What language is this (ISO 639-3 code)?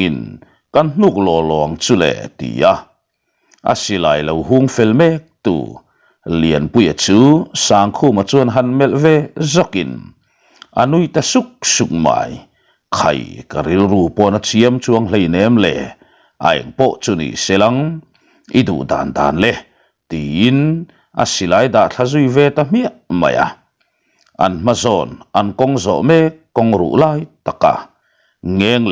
lus